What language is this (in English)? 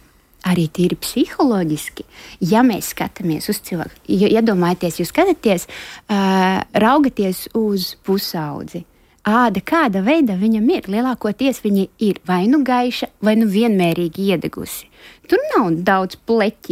Latvian